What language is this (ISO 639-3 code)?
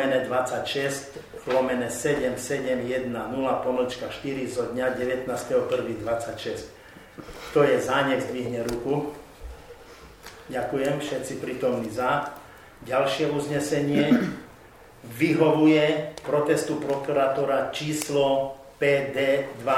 slk